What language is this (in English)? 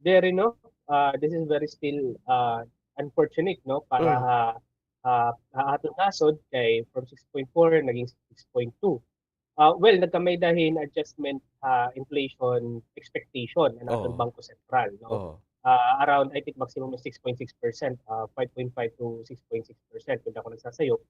Waray